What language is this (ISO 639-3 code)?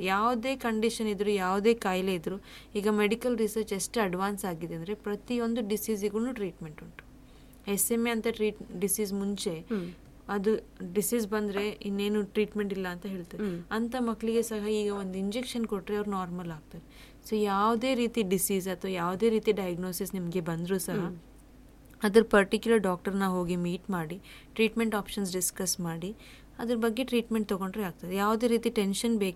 kan